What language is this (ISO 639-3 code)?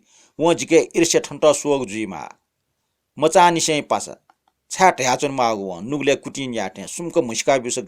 new